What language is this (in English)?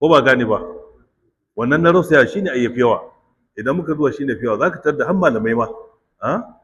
Hausa